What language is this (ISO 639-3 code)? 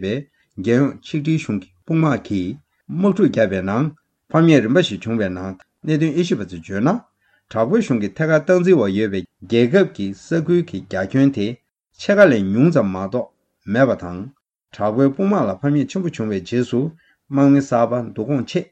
bod